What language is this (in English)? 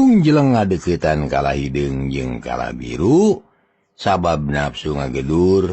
Sundanese